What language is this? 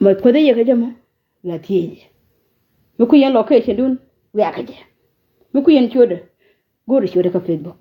Nuer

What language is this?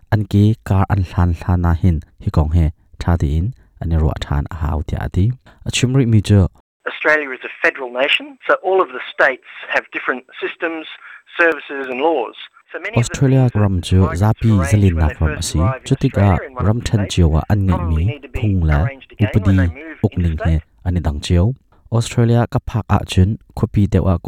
Hakha Chin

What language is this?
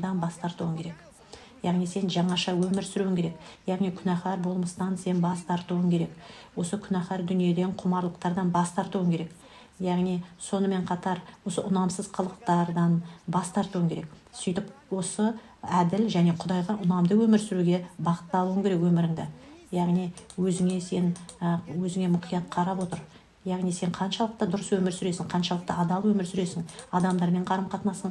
Kazakh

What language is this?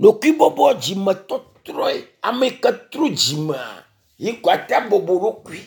Ewe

